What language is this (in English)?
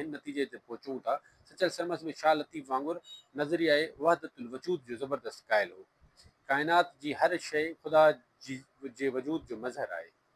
Sindhi